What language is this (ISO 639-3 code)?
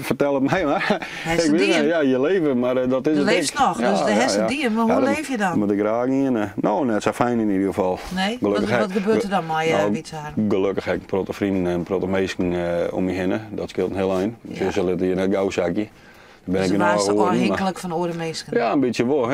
fry